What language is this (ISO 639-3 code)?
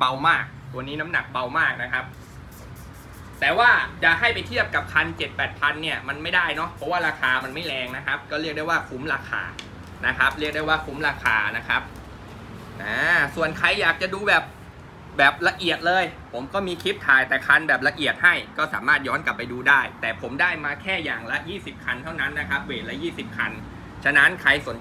tha